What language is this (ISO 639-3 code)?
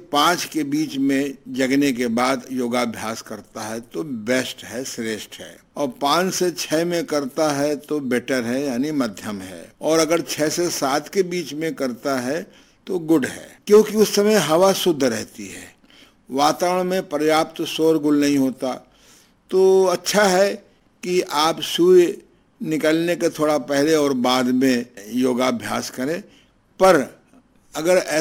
hin